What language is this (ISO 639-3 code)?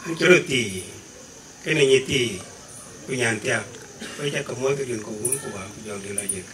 din